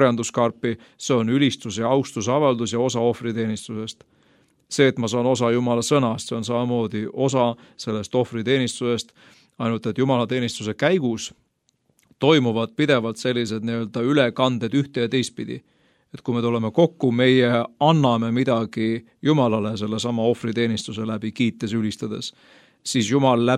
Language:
Estonian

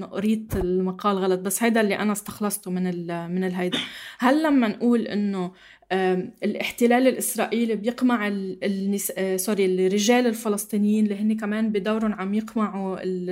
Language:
North Levantine Arabic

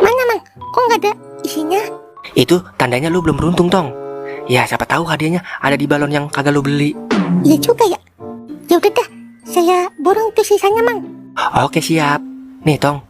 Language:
Betawi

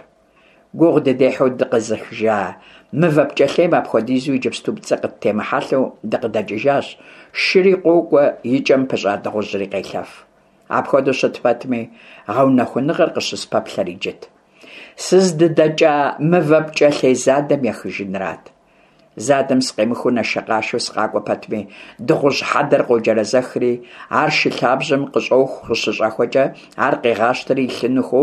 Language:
Kabardian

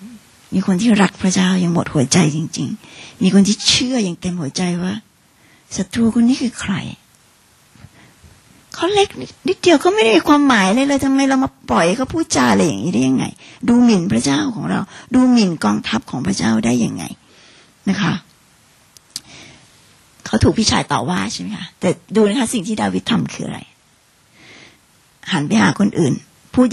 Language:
Thai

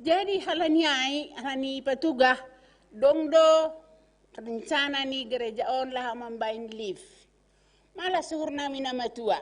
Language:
Batak Simalungun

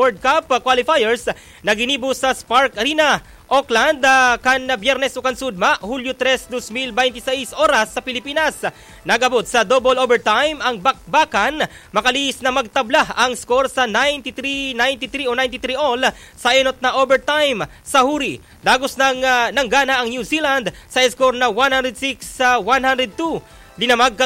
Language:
Bikol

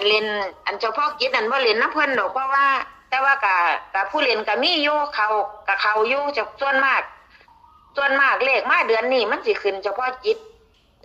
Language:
Northeastern Thai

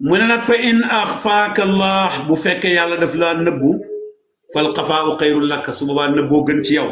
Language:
Wolof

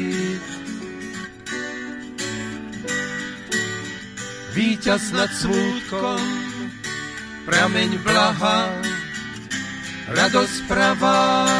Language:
Slovak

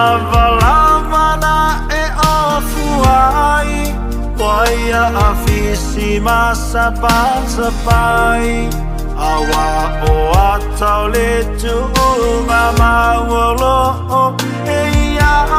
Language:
Samoan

